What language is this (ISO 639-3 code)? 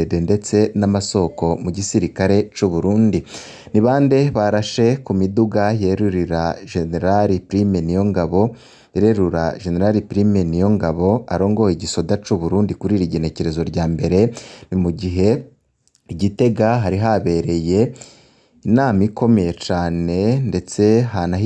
run